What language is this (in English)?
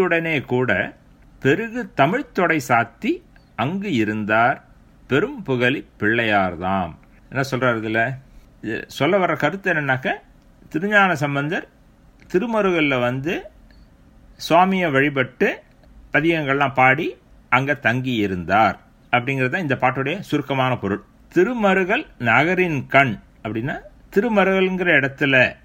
Tamil